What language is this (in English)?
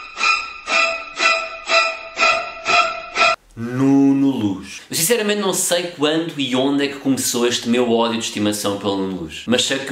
Portuguese